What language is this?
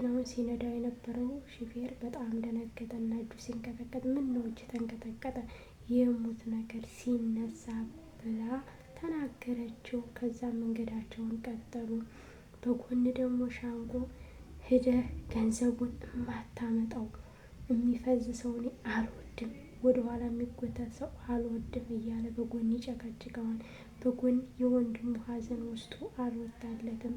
Amharic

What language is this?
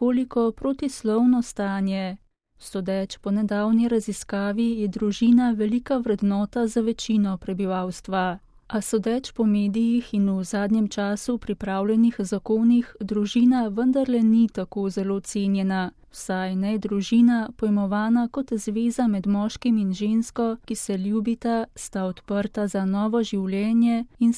Slovenian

